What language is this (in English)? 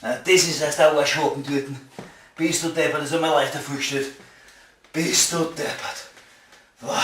Bavarian